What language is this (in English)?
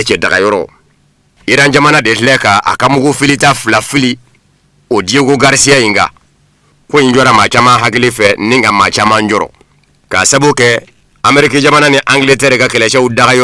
Bambara